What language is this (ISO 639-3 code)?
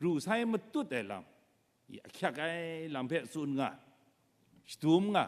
kac